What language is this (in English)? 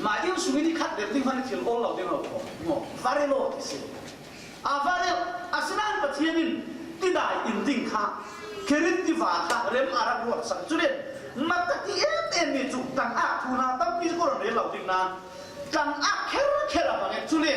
Falam Chin